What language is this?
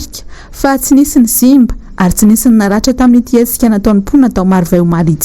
Malagasy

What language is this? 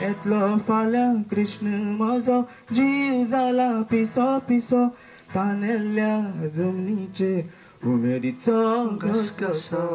Konkani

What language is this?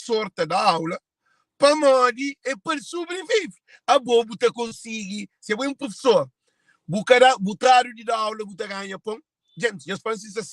Kabuverdianu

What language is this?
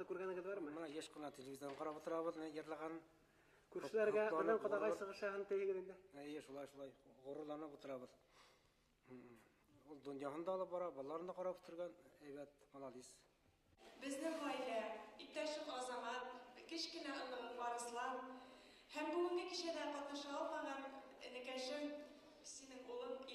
Bashkir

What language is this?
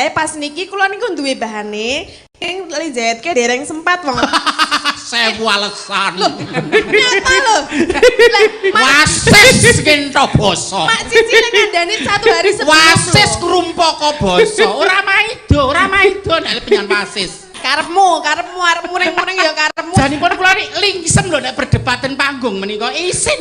Javanese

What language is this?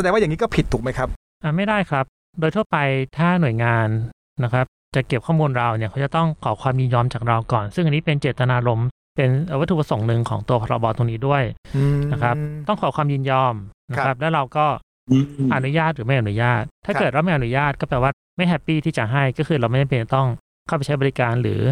Thai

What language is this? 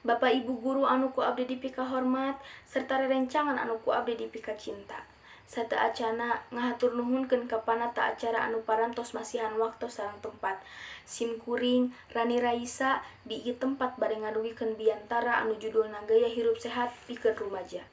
Sundanese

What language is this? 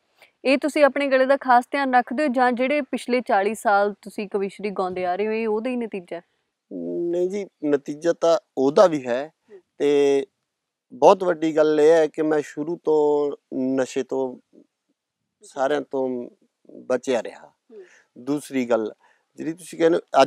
Punjabi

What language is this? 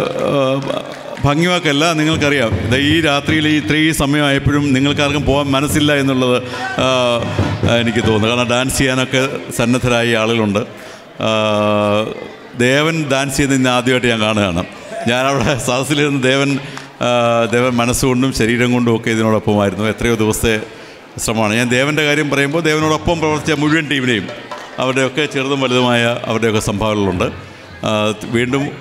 Malayalam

